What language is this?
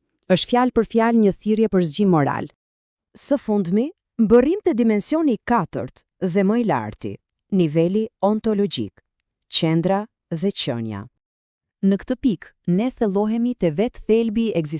Albanian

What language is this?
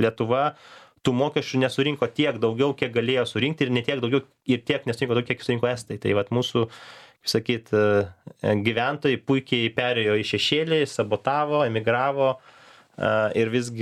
Lithuanian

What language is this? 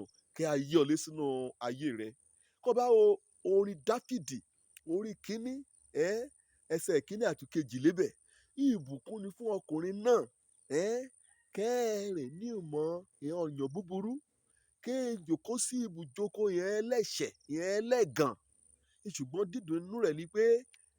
Yoruba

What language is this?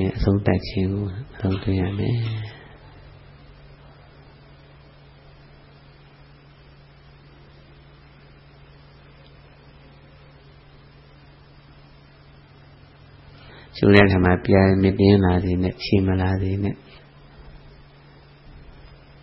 Burmese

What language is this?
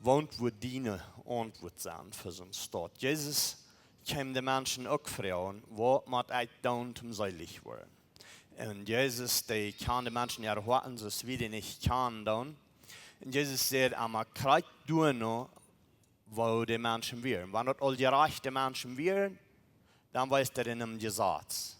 Plautdietsch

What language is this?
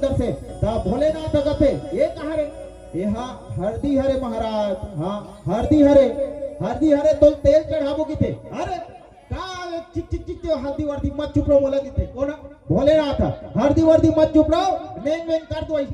Chhattisgarhi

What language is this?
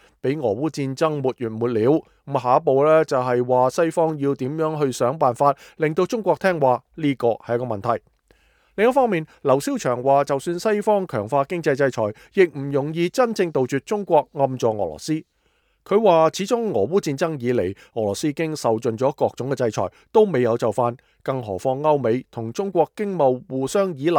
Cantonese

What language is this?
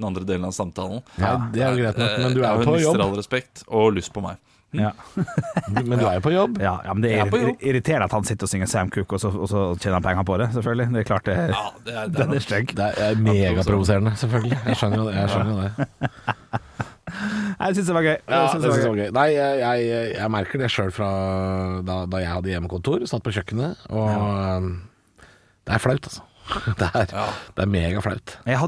Norwegian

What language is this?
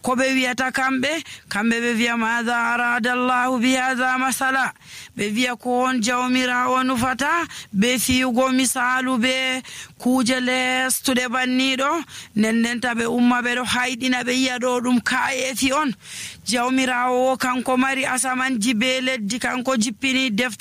Nigerian Fulfulde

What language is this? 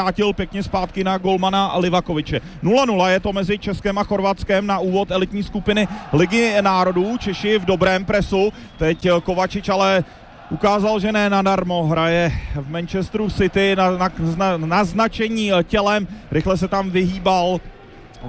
Czech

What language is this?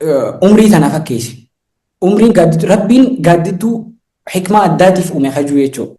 Oromo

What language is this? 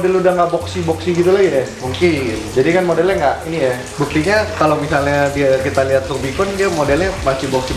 Indonesian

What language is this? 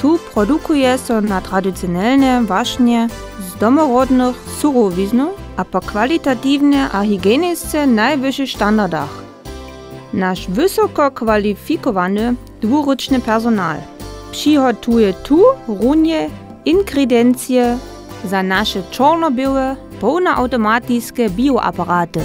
Upper Sorbian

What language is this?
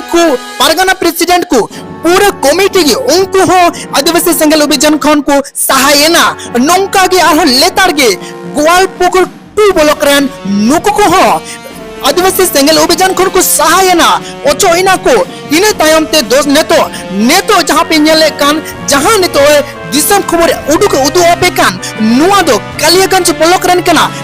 Santali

